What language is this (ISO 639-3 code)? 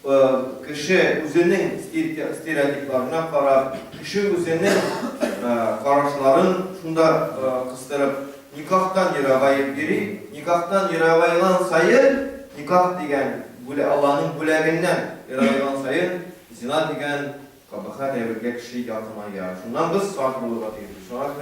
tat